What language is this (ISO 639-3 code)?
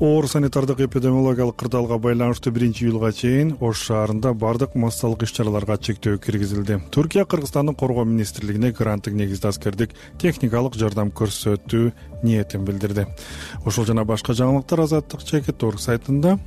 kir